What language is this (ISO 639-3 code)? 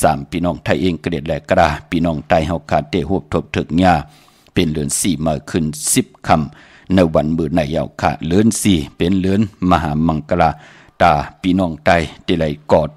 shn